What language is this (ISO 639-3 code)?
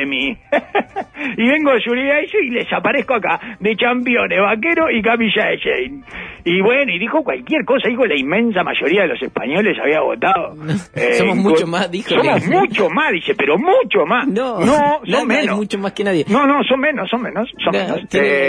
spa